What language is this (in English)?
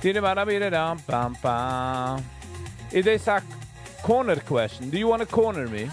Yiddish